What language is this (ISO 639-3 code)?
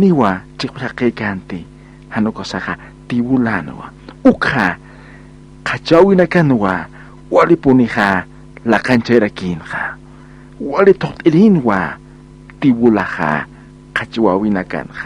aym